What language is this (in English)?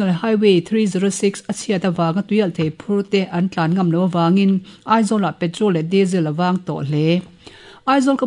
Mizo